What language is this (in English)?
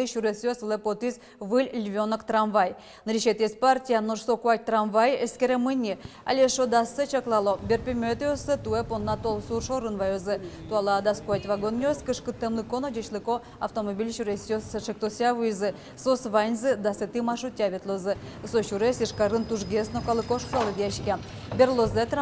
Udmurt